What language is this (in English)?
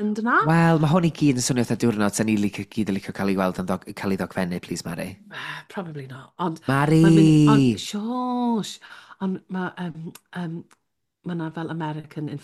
Welsh